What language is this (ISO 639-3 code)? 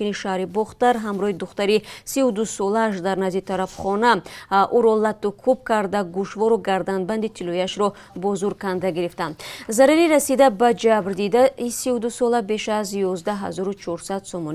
tgk